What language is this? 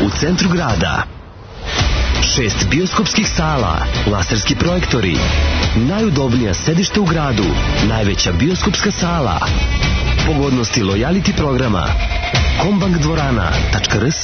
Serbian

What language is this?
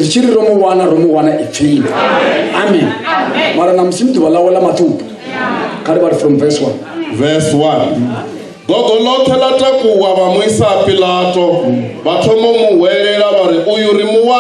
Venda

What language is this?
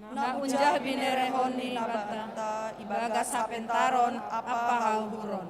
Batak Simalungun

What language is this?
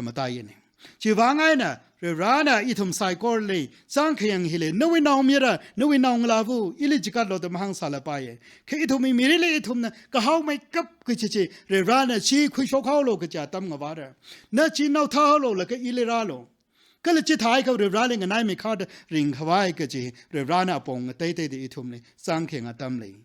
Tangkhul Naga (India)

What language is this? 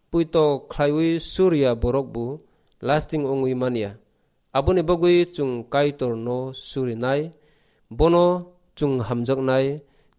Kok Borok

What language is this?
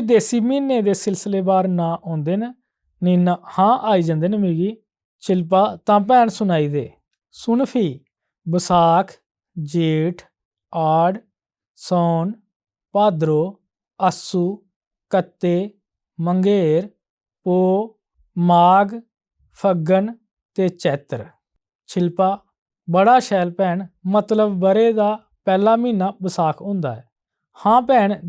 Dogri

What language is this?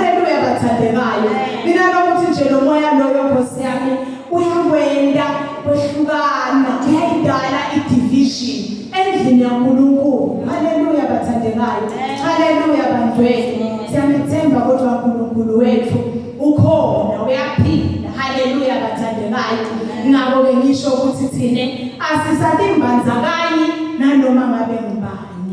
Zulu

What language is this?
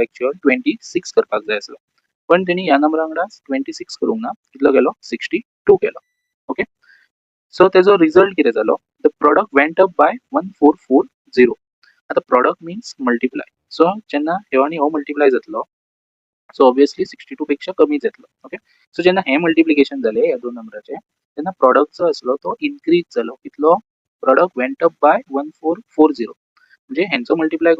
Konkani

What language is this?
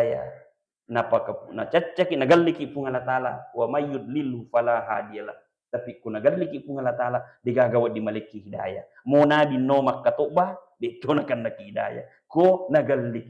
Buginese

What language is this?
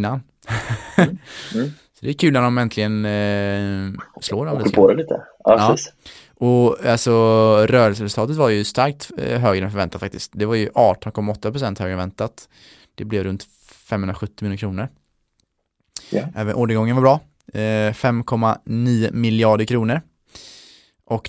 Swedish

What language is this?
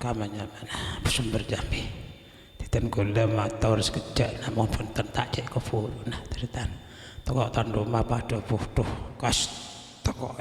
Madurese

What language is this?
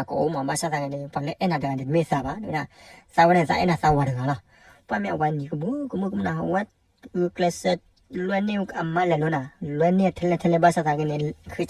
S'gaw Karen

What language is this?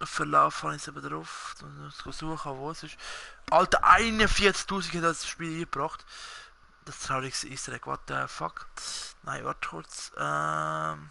Swiss German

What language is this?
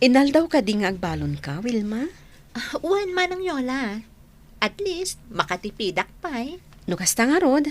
Iloko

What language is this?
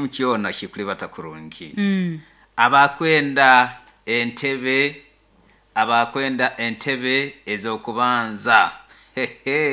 Nyoro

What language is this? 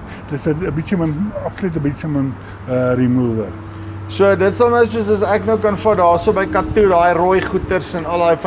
Afrikaans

